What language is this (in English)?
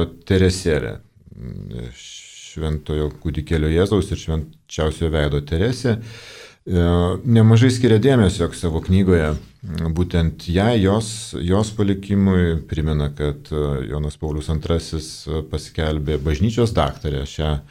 Lithuanian